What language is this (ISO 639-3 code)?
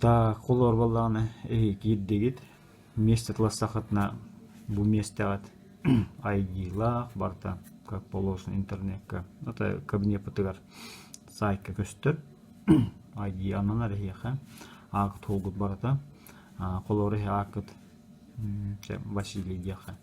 sah